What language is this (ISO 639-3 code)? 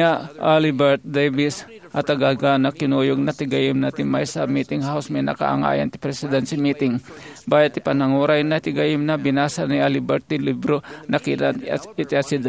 ilo